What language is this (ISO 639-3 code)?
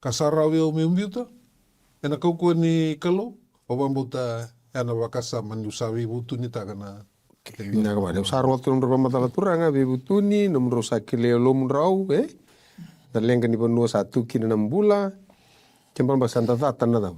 fij